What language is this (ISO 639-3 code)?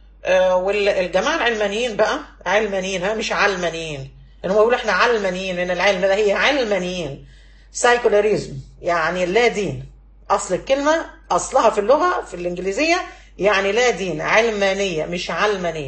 arz